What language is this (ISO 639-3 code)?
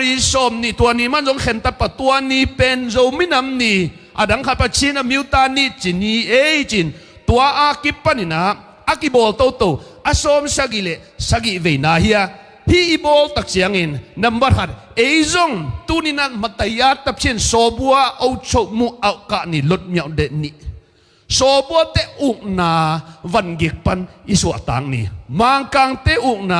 ctd